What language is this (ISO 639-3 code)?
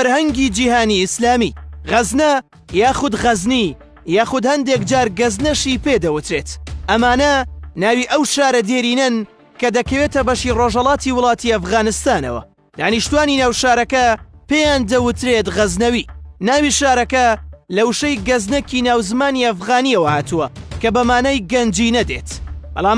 ckb